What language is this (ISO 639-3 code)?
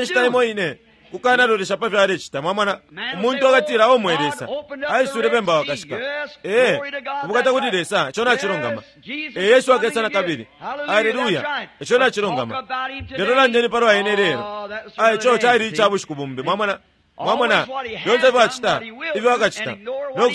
bem